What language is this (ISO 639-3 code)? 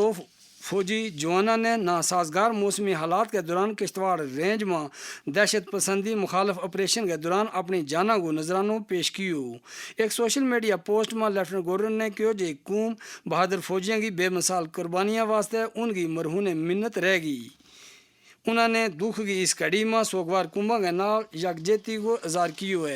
gju